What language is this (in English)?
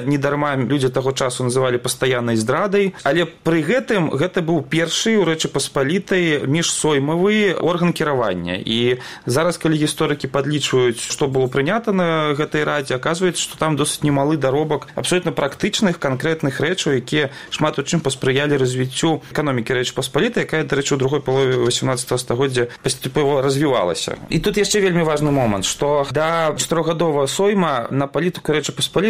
Belarusian